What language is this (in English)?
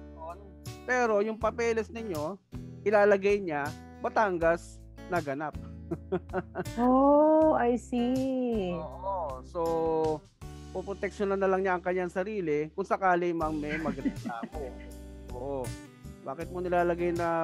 Filipino